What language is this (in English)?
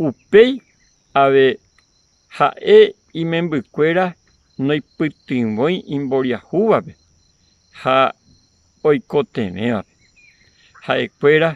Guarani